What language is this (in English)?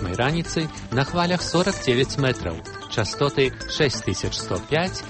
Belarusian